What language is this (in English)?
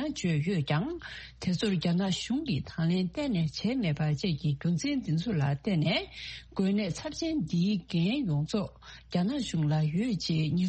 Tibetan